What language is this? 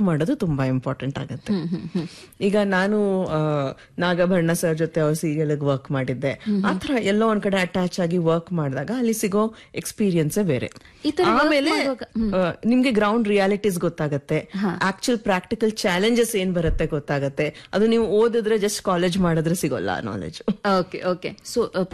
Kannada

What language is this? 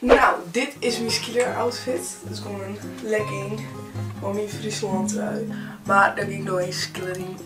Western Frisian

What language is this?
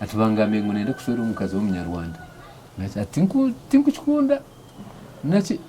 Nyankole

